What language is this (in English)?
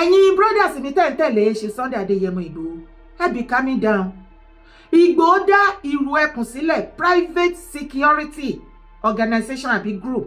Yoruba